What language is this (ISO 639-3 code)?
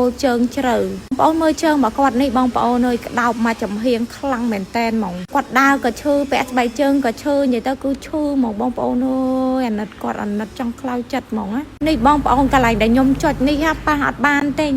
khm